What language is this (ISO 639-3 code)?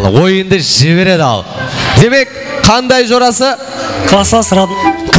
kaa